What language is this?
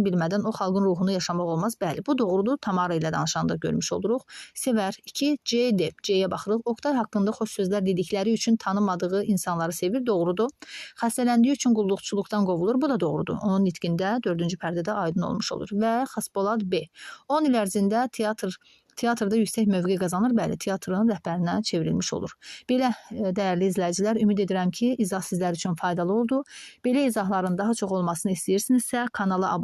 Azerbaijani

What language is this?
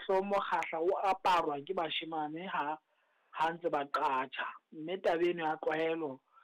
Southern Sotho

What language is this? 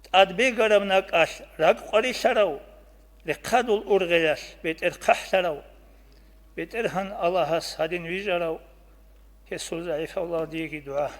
Avaric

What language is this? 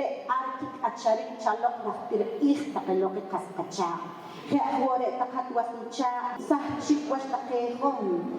Poqomchi'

